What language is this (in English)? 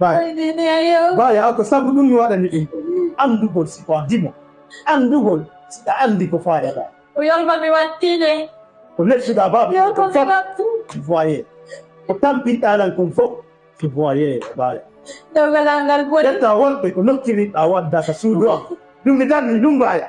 Fula